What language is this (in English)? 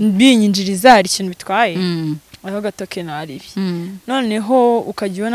Kinyarwanda